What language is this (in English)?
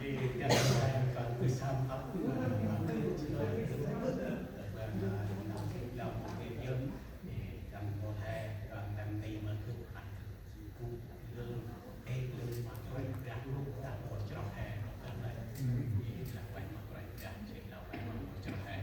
Central Mnong